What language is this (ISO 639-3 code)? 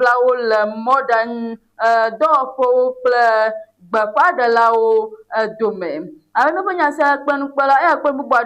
ewe